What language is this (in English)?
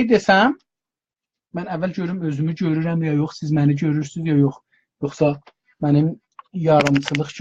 South Azerbaijani